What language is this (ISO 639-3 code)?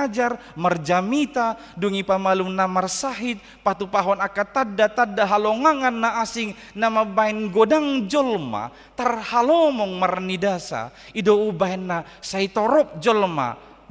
bbc